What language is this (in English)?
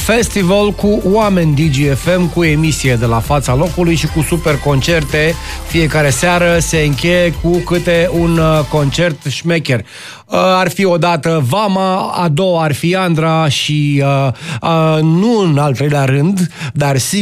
Romanian